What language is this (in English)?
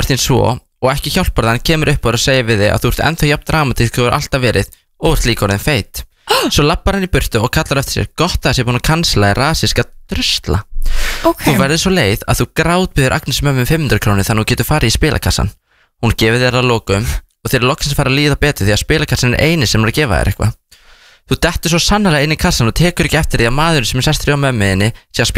Icelandic